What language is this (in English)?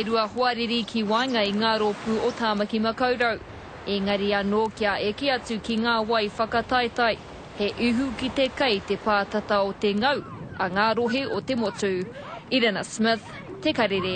Māori